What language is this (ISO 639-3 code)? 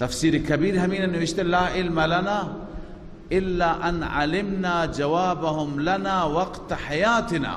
fas